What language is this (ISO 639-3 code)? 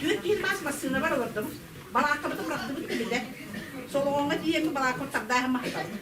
sah